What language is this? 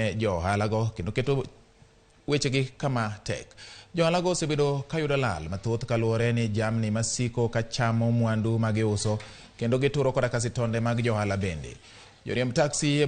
Luo (Kenya and Tanzania)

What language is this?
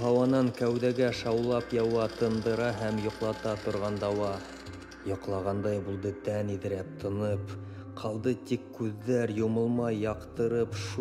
Bashkir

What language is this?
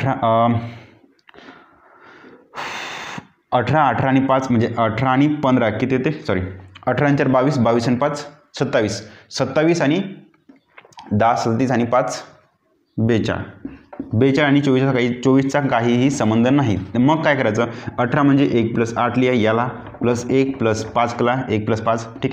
Marathi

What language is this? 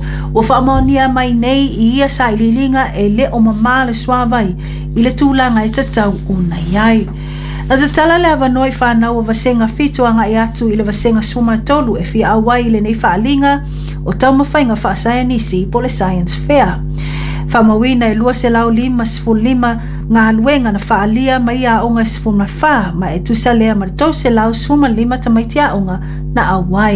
Samoan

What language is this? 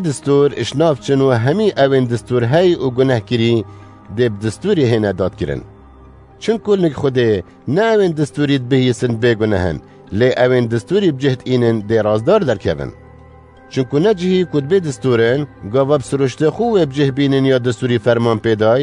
Kurdish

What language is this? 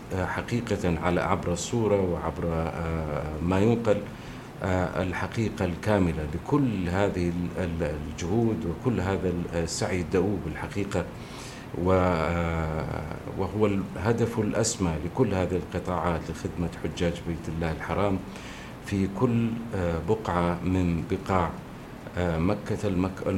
Arabic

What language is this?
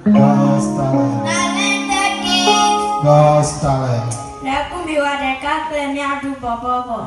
Ewe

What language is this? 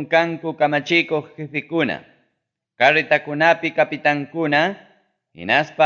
Ayacucho Quechua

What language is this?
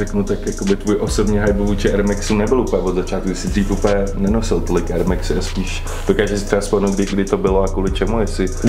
Czech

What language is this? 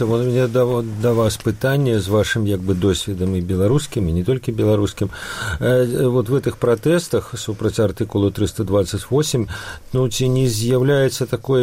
Belarusian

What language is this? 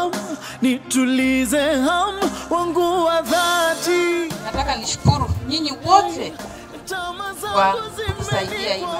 Swahili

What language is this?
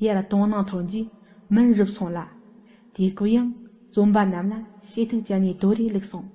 Tibetan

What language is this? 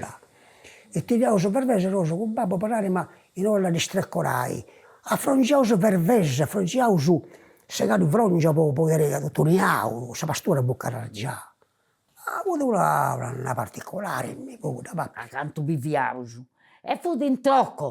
Sardinian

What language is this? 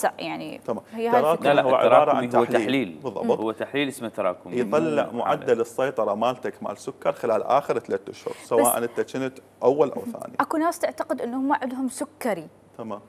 Mesopotamian Arabic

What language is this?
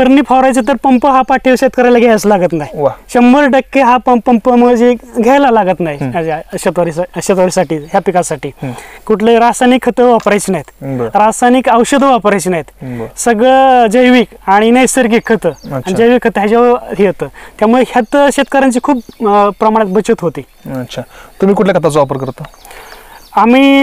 Marathi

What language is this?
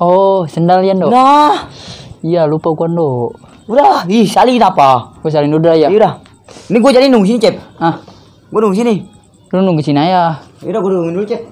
Betawi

